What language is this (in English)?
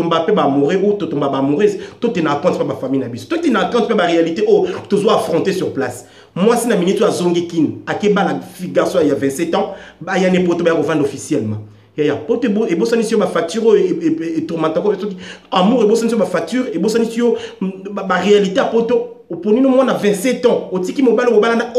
Lingala